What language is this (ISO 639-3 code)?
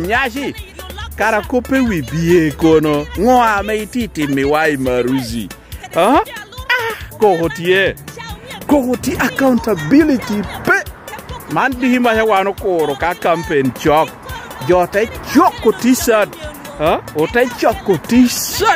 laj